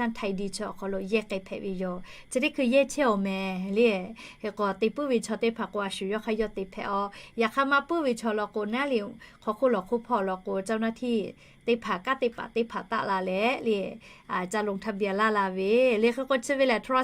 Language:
Lahu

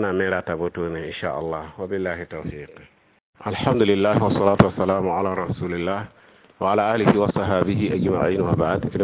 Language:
Mossi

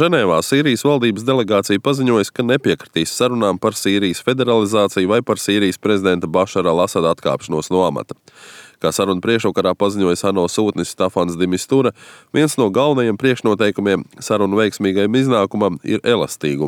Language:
Latvian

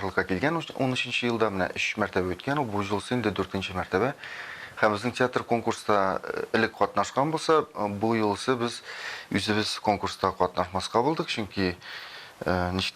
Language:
Tatar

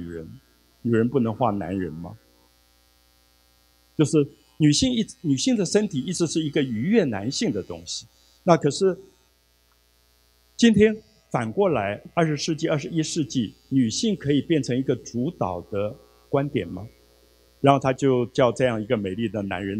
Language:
Chinese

